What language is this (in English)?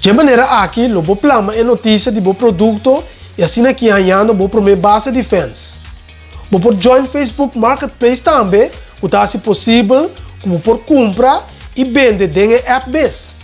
Papiamento